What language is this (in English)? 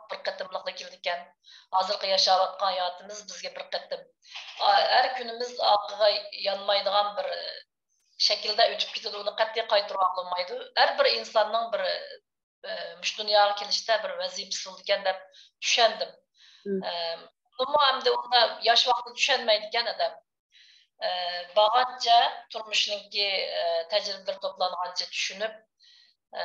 Uyghur